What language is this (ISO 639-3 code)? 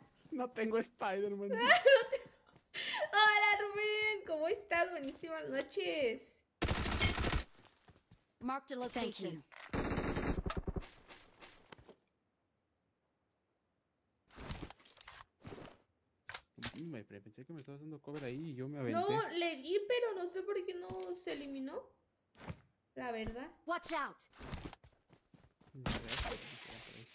spa